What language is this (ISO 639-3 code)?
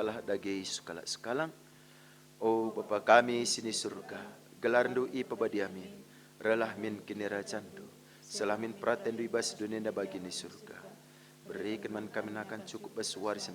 btx